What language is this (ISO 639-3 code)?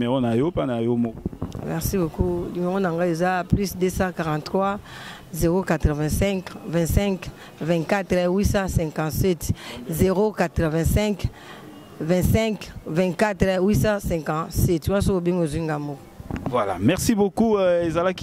lin